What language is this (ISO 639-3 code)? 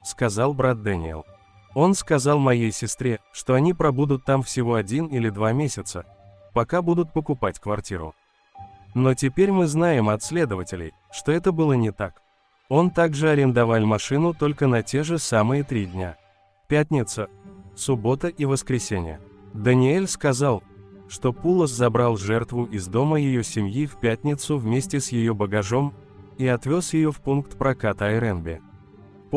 rus